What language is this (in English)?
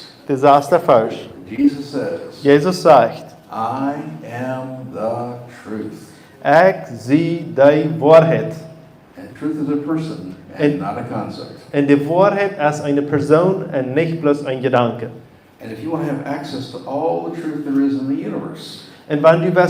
Plautdietsch